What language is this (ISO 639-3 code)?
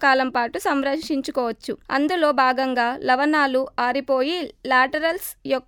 tel